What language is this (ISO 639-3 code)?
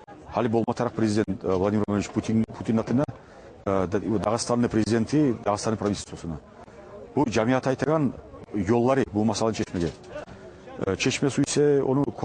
kum